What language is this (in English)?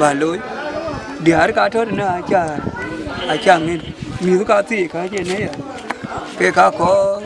Dinka